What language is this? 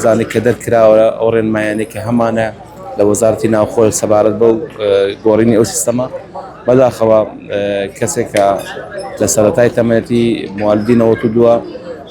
Central Kurdish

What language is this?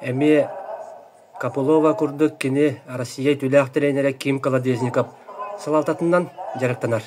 Yakut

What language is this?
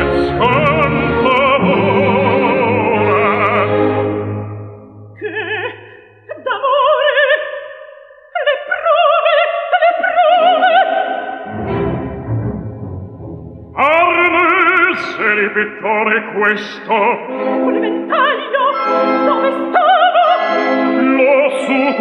Italian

